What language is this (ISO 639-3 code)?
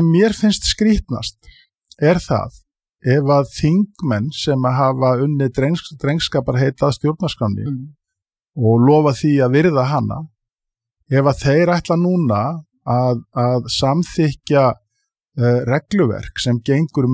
isl